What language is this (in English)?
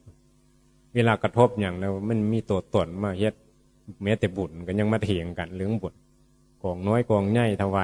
Northeastern Thai